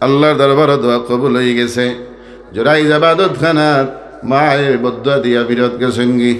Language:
Sylheti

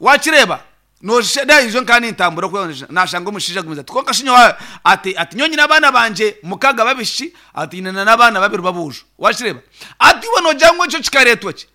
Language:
Nyankole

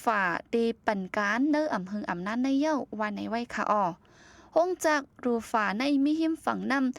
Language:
Shan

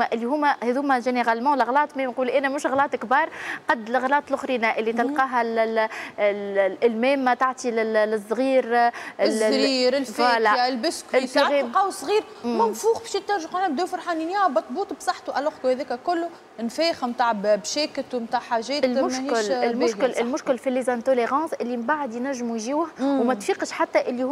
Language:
Tunisian Arabic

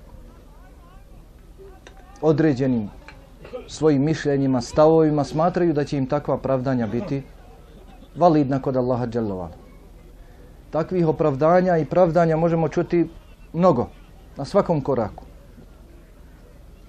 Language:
Bosnian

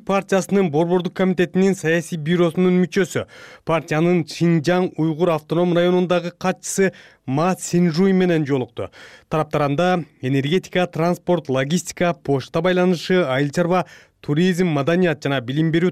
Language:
Kyrgyz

